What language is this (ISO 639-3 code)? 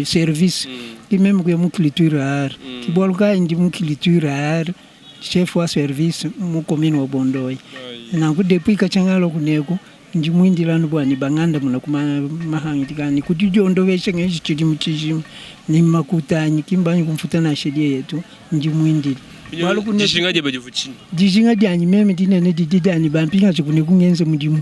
lua